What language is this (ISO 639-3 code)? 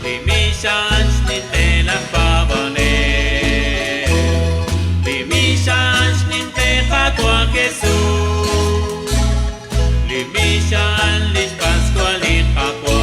kek